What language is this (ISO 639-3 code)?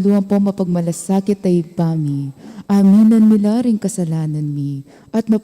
pam